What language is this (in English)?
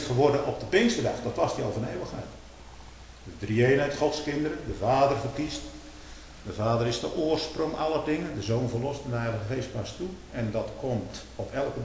Dutch